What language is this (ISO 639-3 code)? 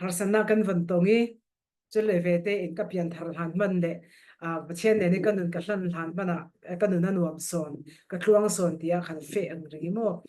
cfm